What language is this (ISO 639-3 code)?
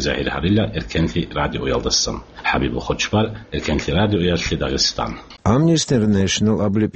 ava